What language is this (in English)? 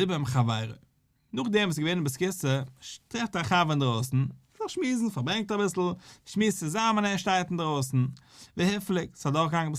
Yiddish